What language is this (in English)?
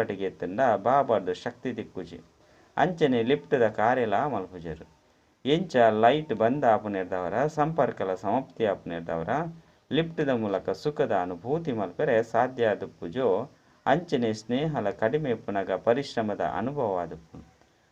Tulu